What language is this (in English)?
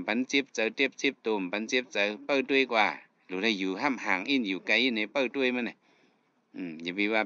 Shan